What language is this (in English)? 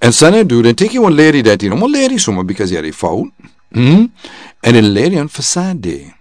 Sranan Tongo